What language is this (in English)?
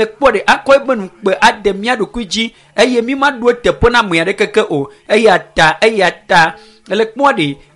Ewe